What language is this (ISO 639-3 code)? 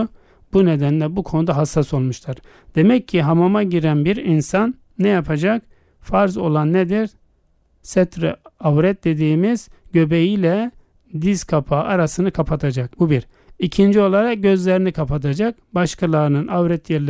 tur